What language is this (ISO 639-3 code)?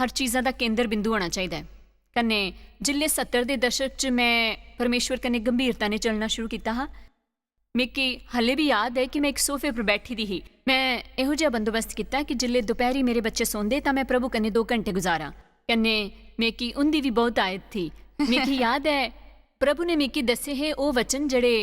doi